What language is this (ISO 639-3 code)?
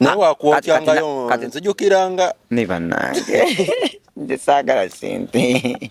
lug